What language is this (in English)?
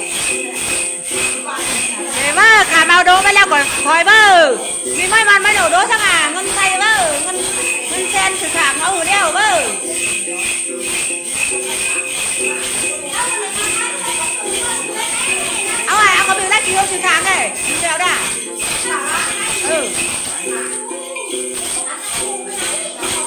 Vietnamese